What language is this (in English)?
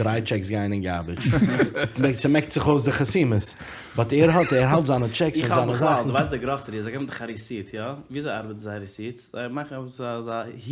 Yiddish